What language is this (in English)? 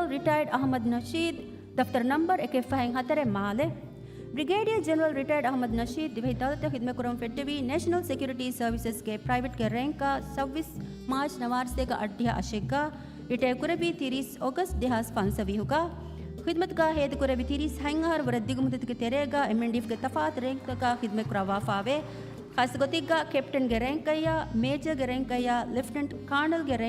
Divehi